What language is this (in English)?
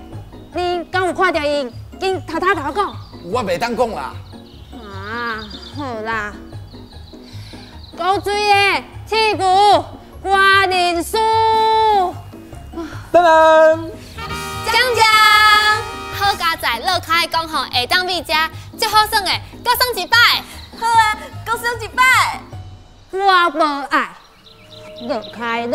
Min Nan Chinese